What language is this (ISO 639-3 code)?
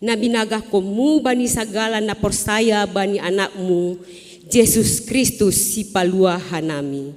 bts